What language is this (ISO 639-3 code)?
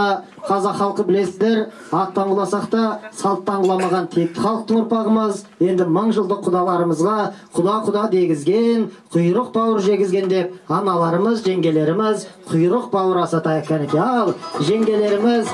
kaz